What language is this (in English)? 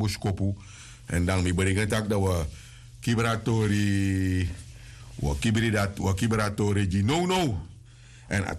Sranan Tongo